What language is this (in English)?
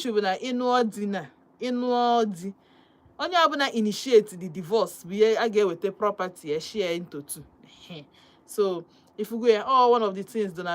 Igbo